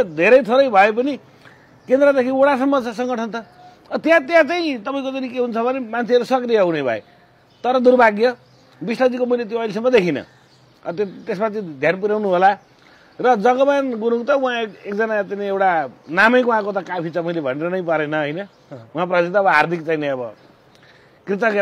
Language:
Nepali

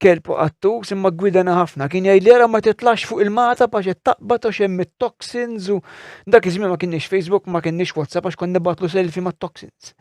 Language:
Maltese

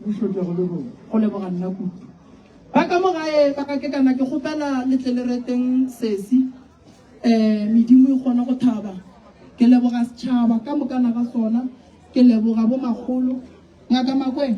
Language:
Northern Sotho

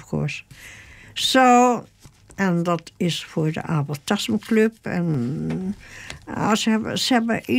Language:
Dutch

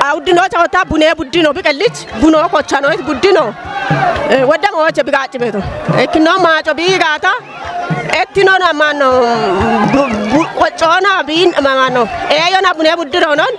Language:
Kafa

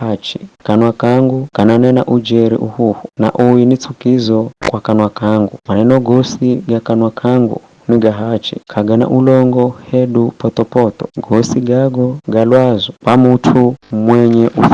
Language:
Giryama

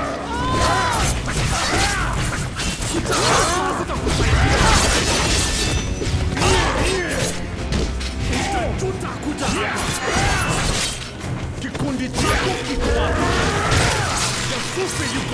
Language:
Swahili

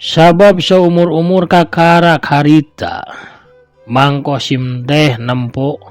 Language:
Sundanese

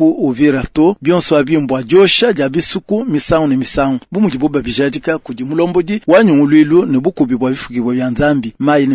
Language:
Luba-Lulua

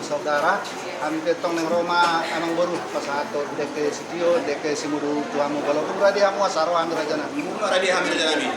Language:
Batak Toba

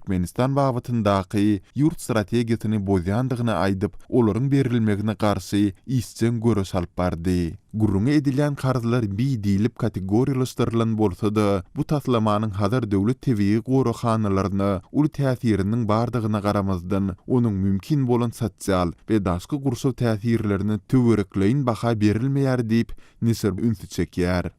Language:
Turkmen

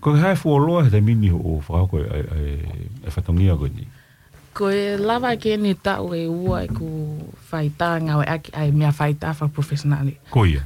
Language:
Tongan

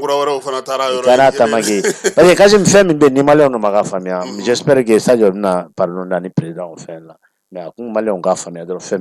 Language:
Bambara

